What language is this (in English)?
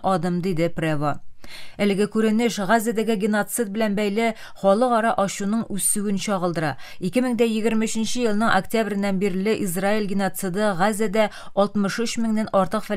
Tatar